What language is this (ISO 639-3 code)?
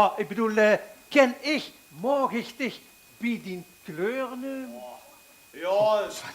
lim